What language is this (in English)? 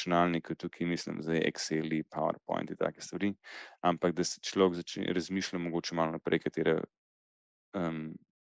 Slovenian